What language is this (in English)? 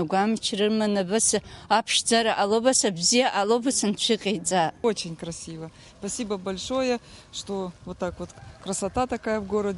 Abkhazian